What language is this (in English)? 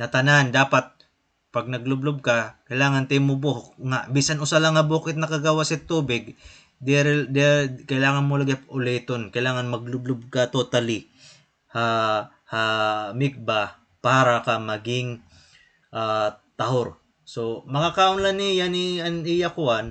Waray